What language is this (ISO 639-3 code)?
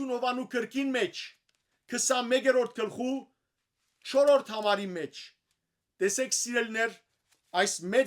hyw